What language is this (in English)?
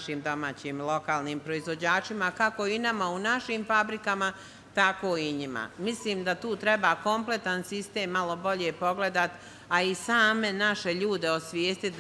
Serbian